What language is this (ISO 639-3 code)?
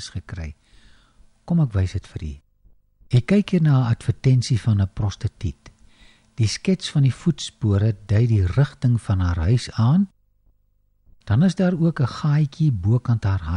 afr